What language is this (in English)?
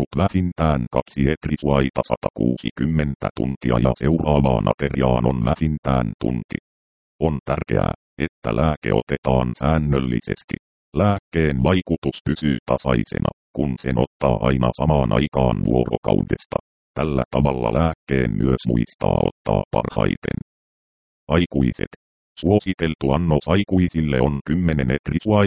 Finnish